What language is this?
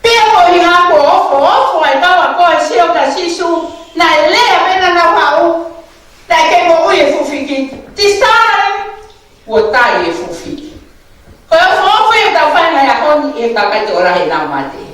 Tongan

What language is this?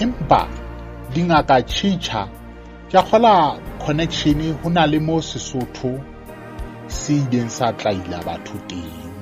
Southern Sotho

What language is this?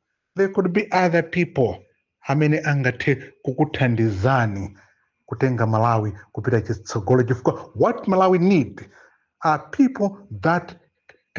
Nyanja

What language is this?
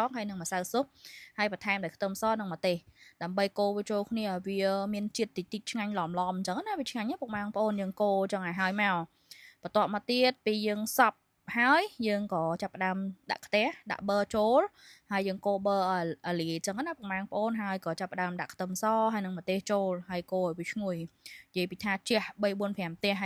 Khmer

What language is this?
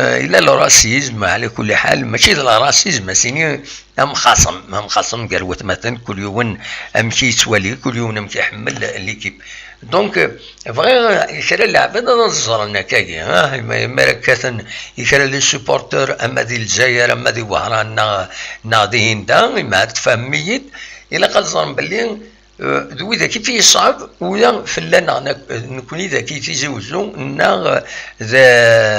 Kabyle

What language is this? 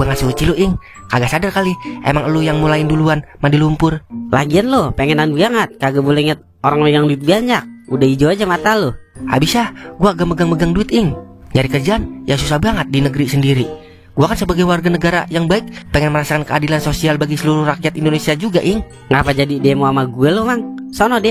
Betawi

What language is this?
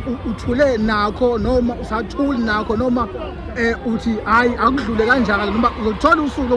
Zulu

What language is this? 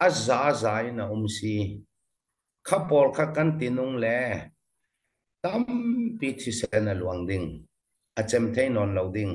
Falam Chin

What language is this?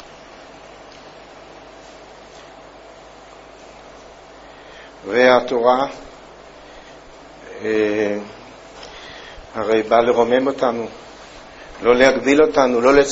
Hebrew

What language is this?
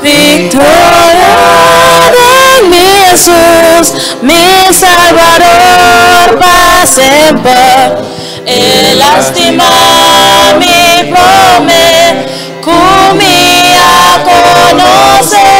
Papiamento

